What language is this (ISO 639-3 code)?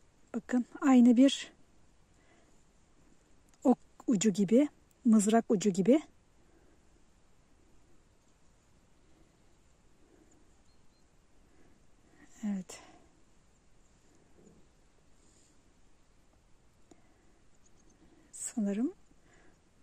tur